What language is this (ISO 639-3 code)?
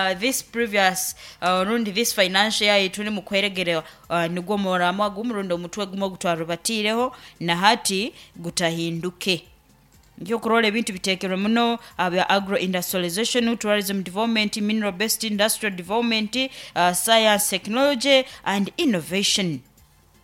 nyn